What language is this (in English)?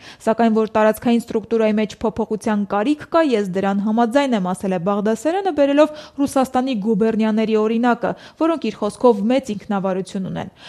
Armenian